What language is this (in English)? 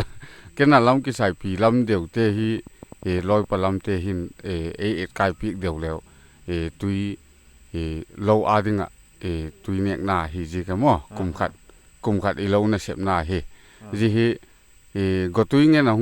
Paite Chin